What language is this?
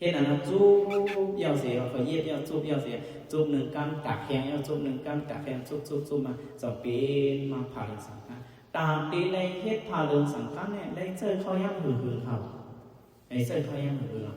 Shan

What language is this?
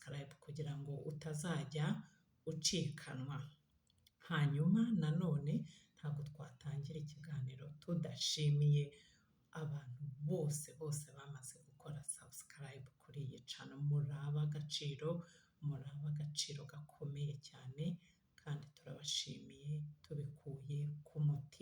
Kinyarwanda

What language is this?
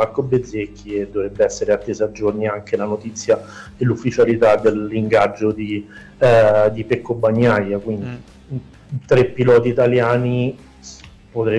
Italian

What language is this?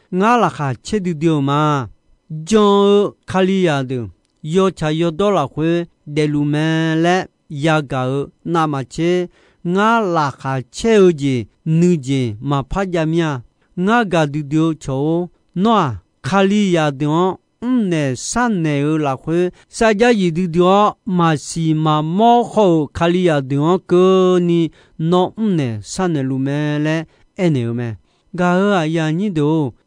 Akha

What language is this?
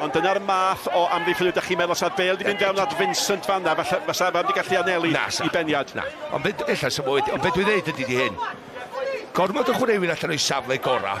Welsh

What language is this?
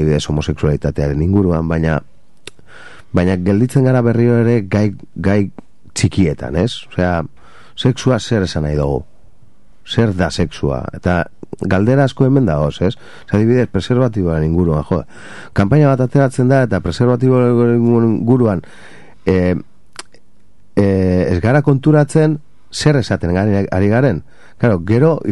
Basque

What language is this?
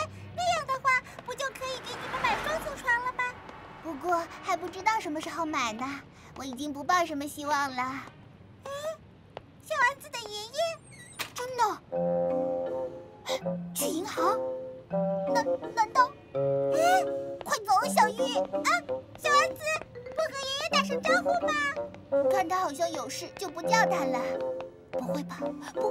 Chinese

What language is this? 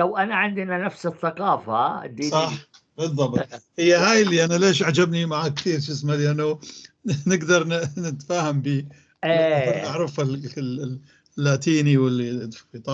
North Levantine Arabic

